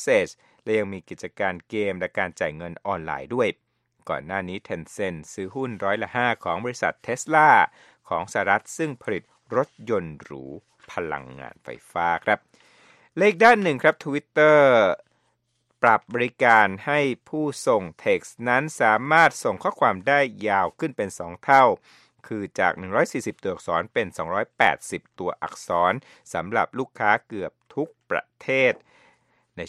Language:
Thai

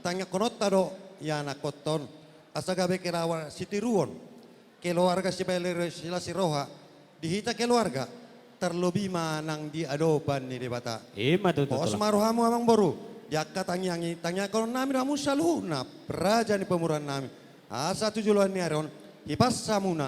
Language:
Batak Toba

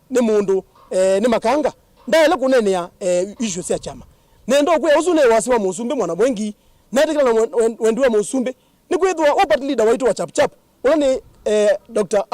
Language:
Kamba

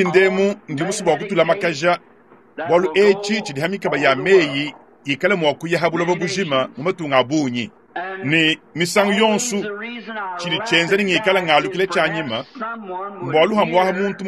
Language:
Luba-Lulua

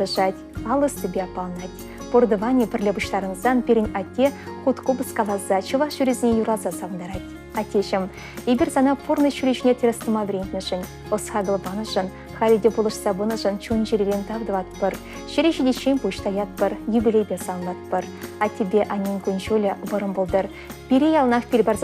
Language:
Chuvash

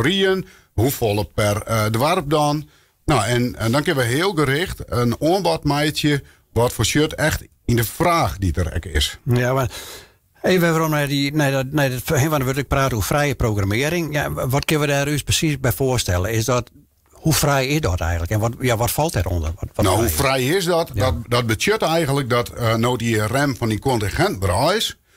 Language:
Western Frisian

